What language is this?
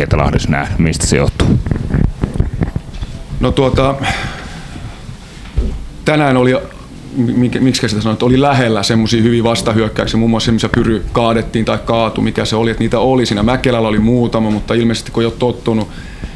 Finnish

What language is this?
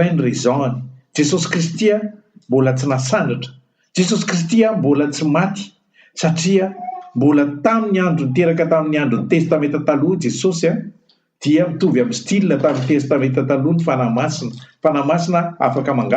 Malagasy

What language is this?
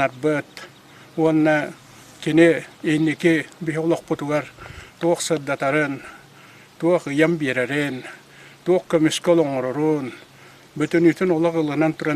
Yakut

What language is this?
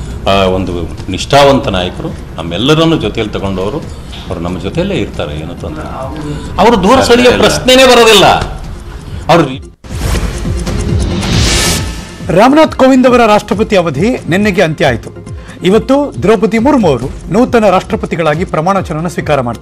Kannada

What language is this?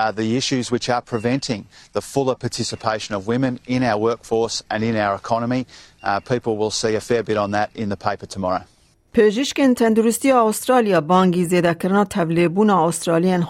Kurdish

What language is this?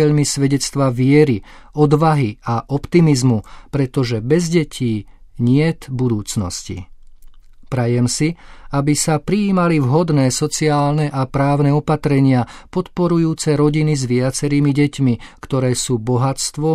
Slovak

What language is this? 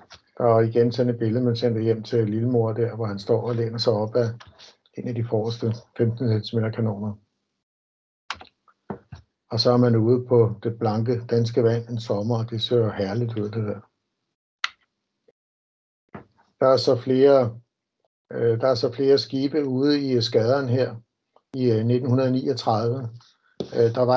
Danish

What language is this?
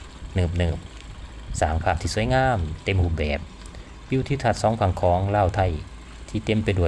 Lao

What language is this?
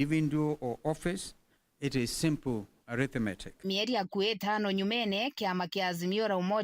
Meru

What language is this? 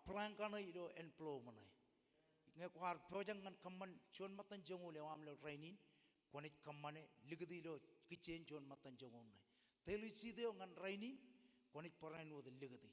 Marshallese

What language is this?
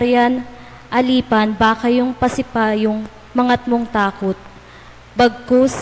Pampanga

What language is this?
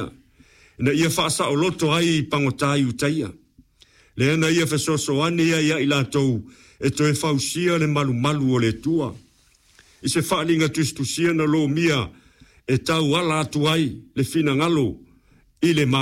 Samoan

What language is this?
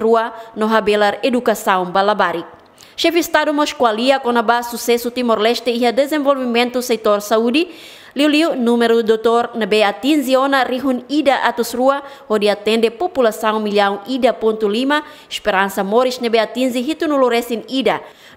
Tetum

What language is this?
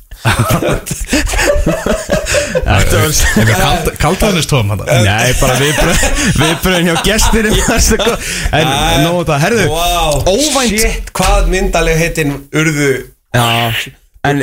Icelandic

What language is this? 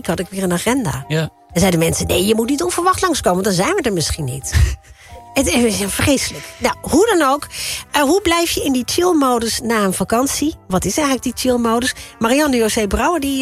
Dutch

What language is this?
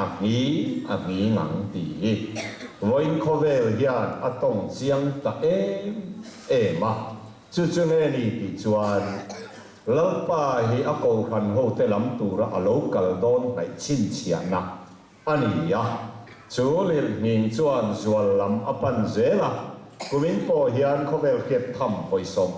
Mizo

